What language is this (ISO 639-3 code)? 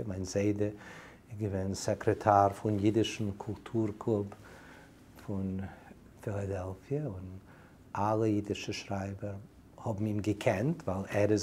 yid